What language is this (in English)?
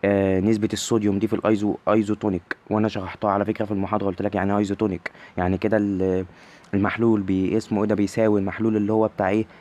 Egyptian Arabic